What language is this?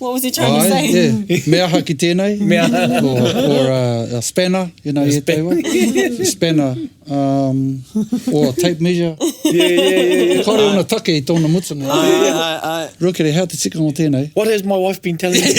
Māori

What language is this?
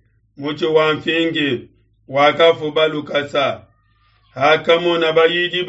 Luba-Lulua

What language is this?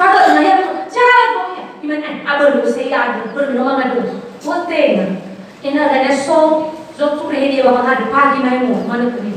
Nias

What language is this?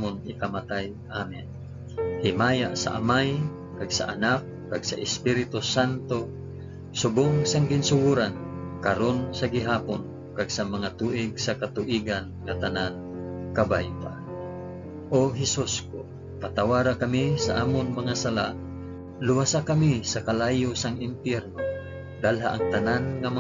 Hiligaynon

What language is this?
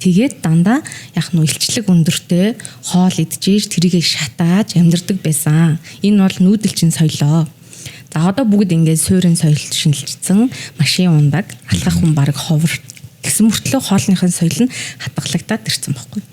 Mongolian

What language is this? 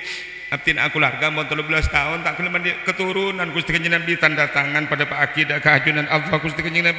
Madurese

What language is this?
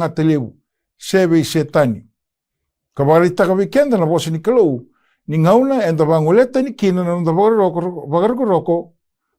Fijian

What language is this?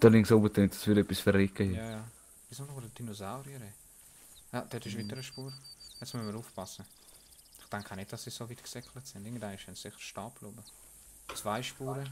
Swiss German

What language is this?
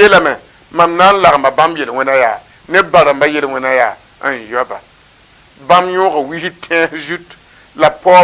Mossi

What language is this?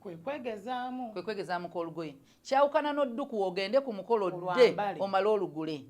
Ganda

